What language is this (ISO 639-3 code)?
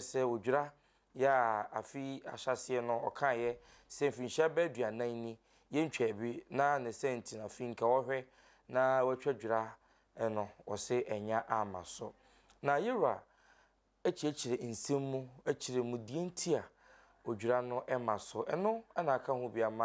aka